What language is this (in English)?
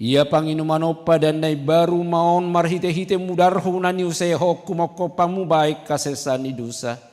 Batak Toba